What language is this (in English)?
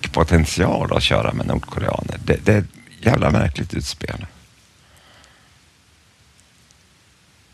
Swedish